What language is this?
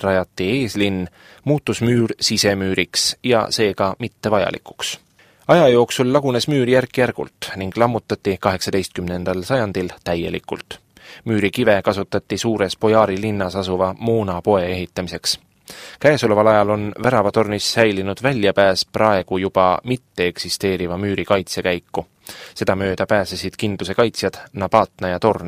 Estonian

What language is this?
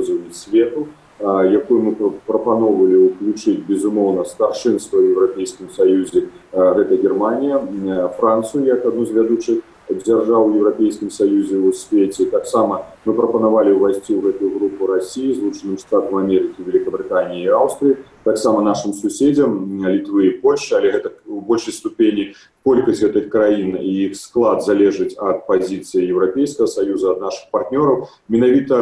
Belarusian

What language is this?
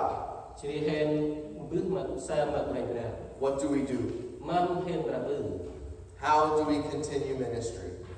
Central Mnong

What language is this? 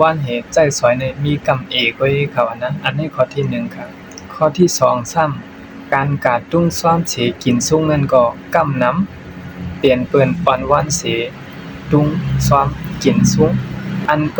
Shan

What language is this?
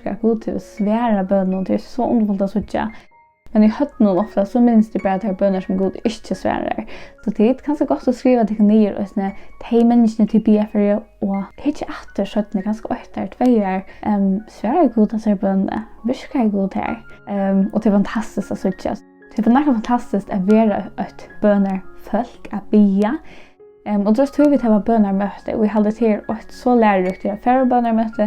Faroese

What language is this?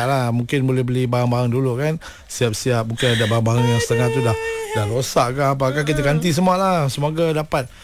Malay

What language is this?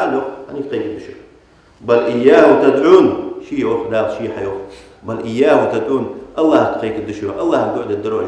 Ingush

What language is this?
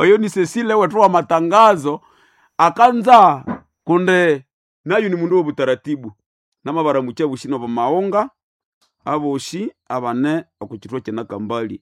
Nande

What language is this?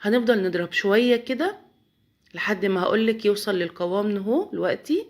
Egyptian Arabic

